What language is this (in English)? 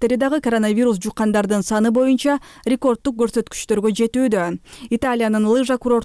Kyrgyz